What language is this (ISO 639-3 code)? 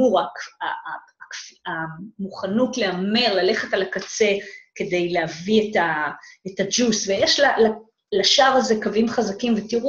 heb